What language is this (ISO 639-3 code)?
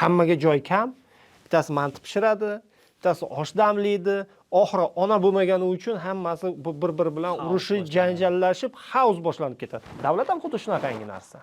uzb